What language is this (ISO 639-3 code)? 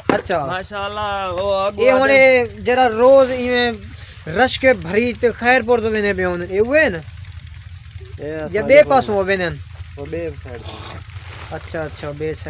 skr